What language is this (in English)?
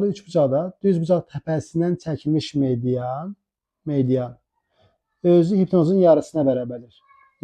Azerbaijani